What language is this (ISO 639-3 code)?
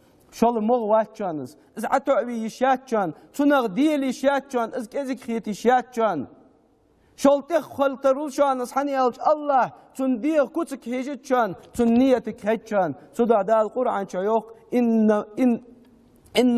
inh